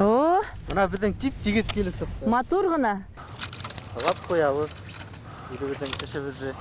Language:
Bashkir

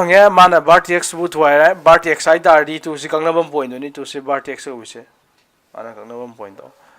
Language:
Manipuri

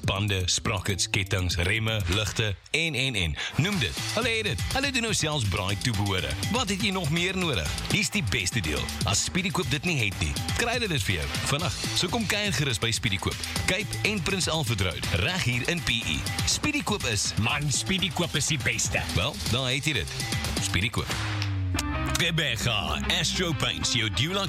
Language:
Afrikaans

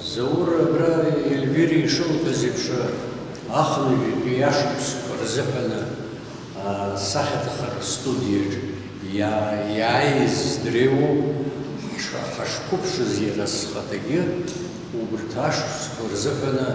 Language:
Abkhazian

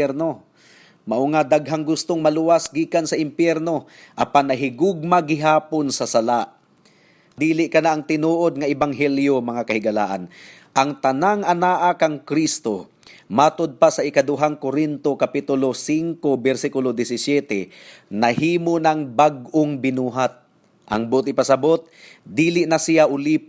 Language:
Cebuano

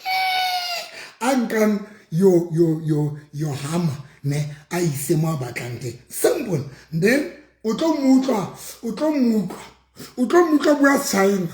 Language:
Southern Sotho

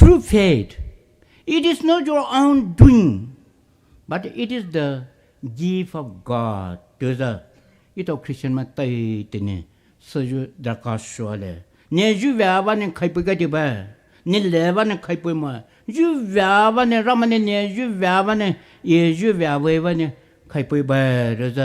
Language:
Poumei Naga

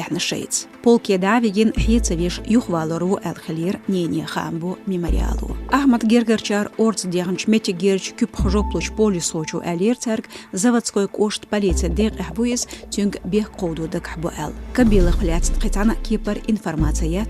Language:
Chechen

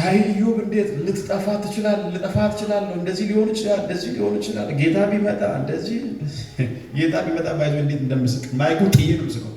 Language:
Amharic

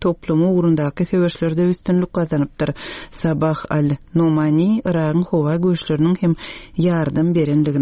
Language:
Turkmen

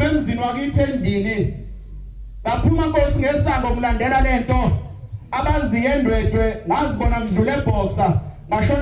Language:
Zulu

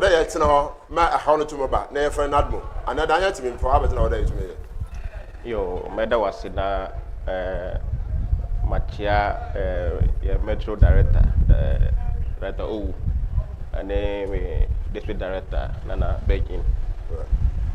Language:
Akan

